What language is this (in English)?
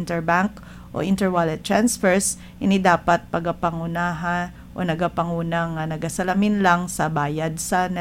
Hiligaynon